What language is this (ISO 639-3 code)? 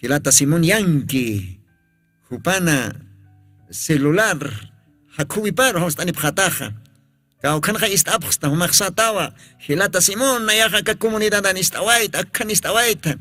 aym